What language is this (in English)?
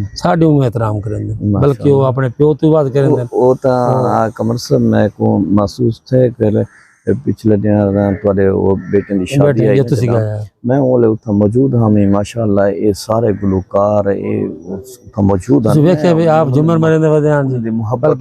Saraiki